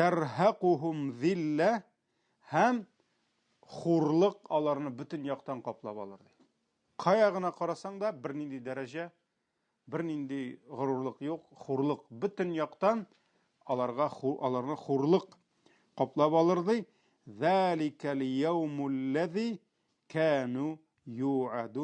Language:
Tatar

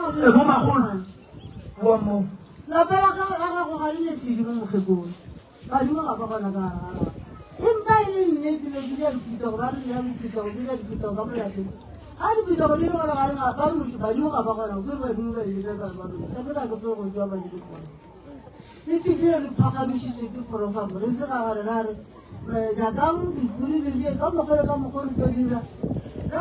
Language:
Northern Sotho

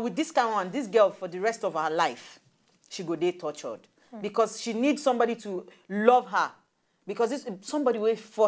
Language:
Nigerian Pidgin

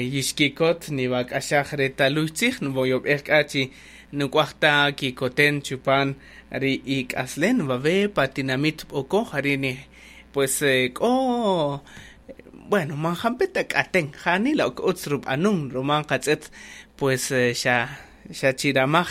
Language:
Kaqchikel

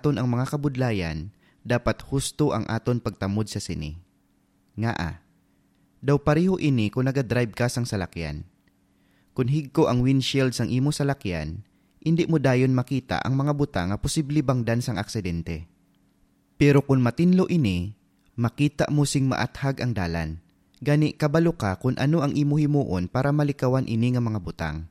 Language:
Hiligaynon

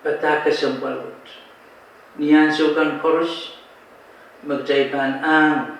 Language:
Pohnpeian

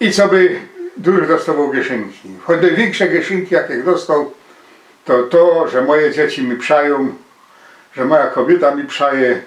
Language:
Silesian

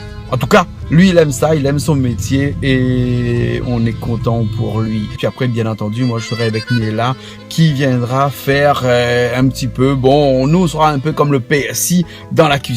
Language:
Réunion Creole French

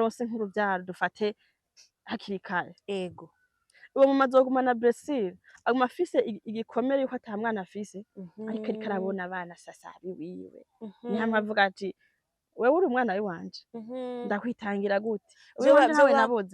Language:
Rundi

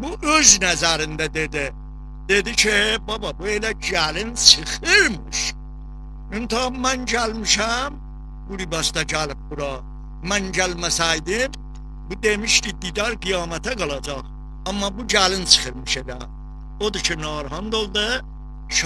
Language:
South Azerbaijani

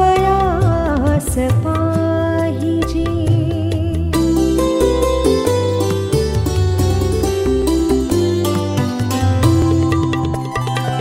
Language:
Marathi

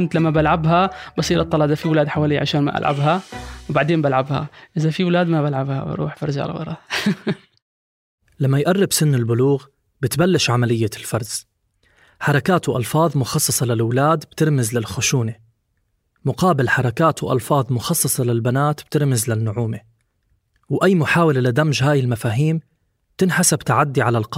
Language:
North Levantine Arabic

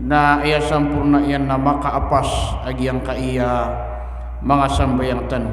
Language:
Maranao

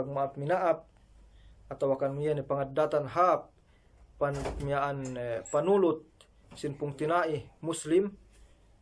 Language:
Yakan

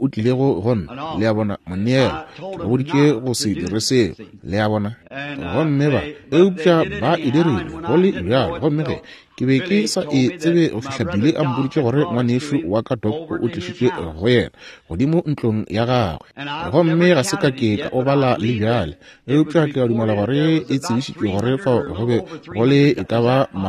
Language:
Northern Sotho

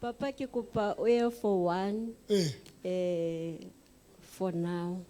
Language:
Southern Sotho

